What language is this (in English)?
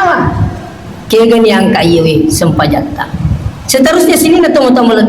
Buginese